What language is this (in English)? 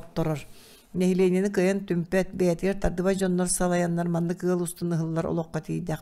Yakut